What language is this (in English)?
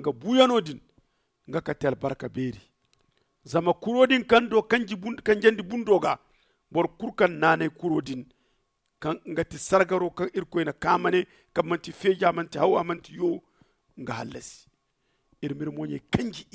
Zarma